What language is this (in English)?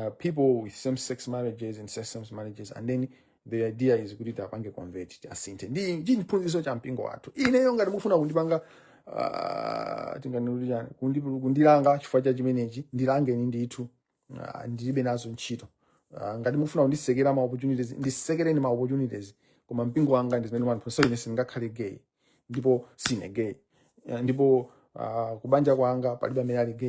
Nyanja